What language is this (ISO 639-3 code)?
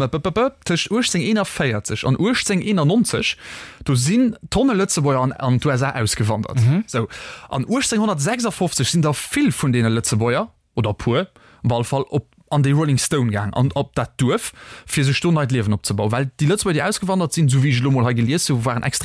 ltz